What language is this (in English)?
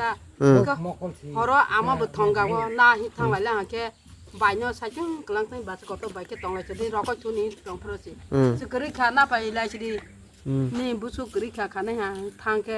Kok Borok